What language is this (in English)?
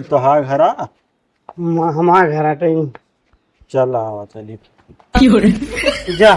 Awadhi